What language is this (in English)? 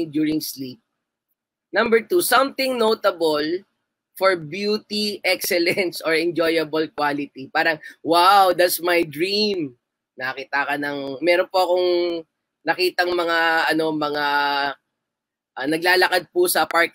Filipino